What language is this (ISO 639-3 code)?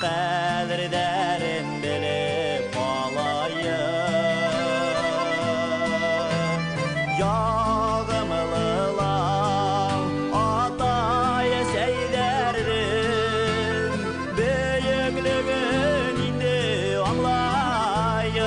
bak